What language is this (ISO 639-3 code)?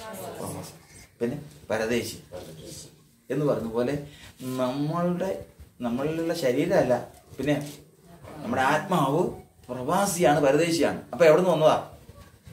mal